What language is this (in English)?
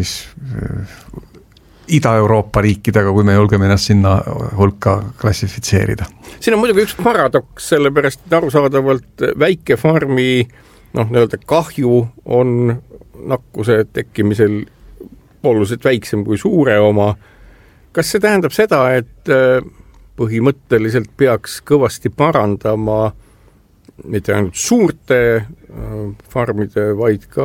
Estonian